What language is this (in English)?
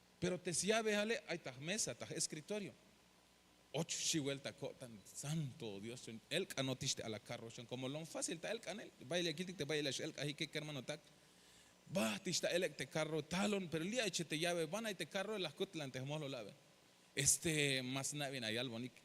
Tzeltal